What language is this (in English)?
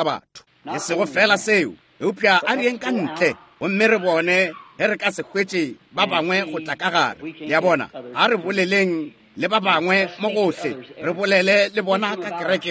Northern Sotho